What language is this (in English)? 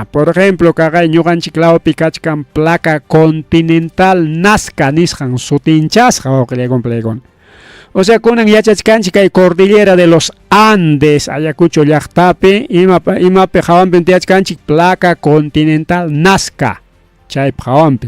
Ayacucho Quechua